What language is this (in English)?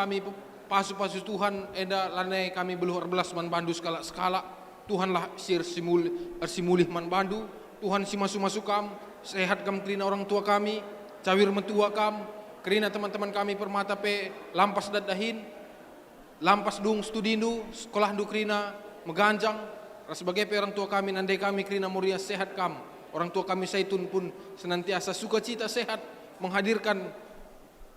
Batak Karo